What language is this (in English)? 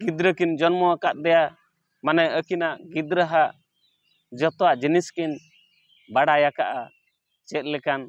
Santali